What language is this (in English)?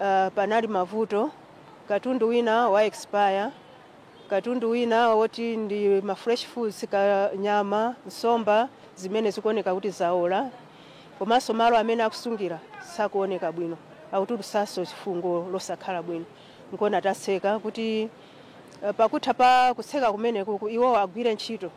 Nyanja